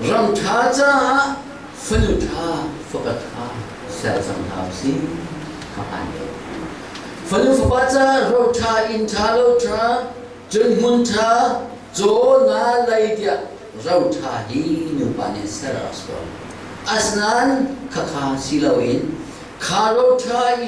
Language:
Hakha Chin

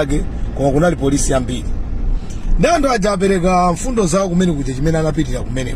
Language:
Nyanja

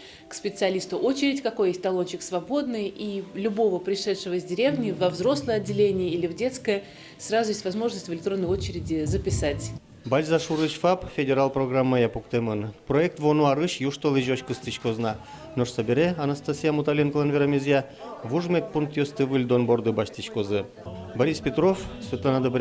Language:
Udmurt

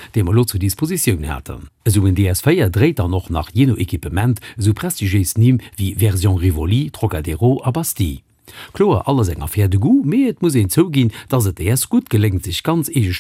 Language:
Luxembourgish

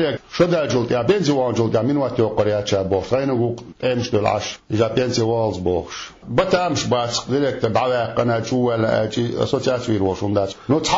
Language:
Chechen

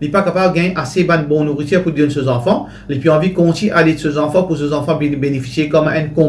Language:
Morisyen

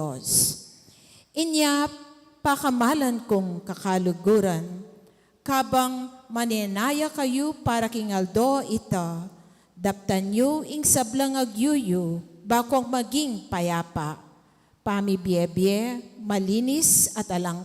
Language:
Pampanga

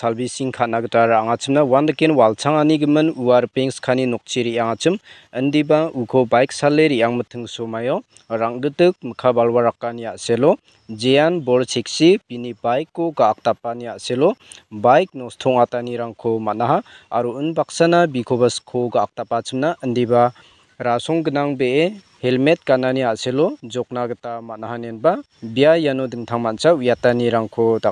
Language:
Garo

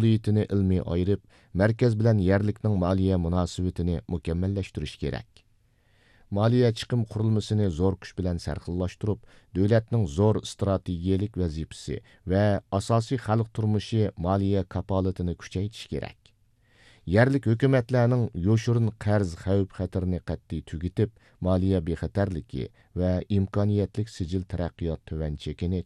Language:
Uyghur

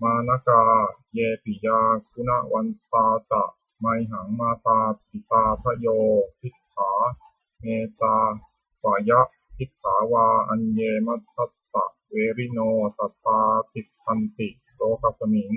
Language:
Pali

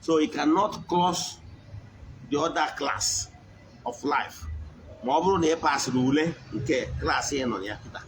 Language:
Igbo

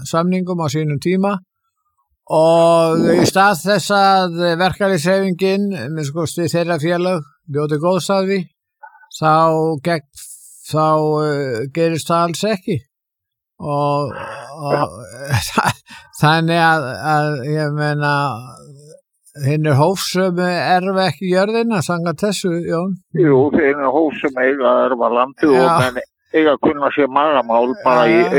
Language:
Icelandic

